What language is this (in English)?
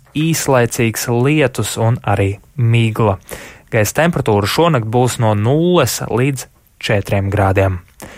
Latvian